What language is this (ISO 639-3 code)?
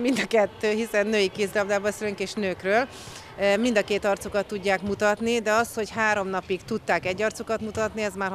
hun